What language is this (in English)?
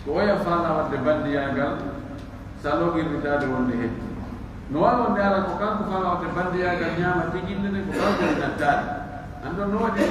Pular